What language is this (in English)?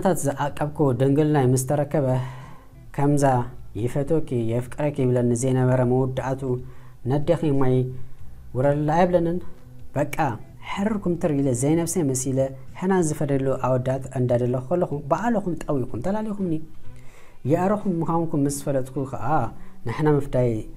Tigrinya